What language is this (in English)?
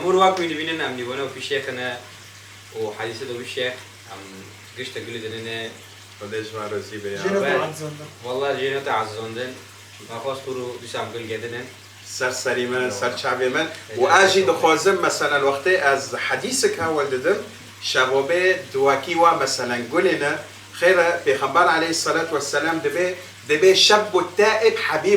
Kurdish